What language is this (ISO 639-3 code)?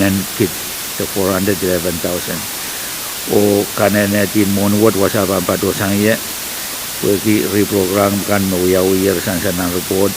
pon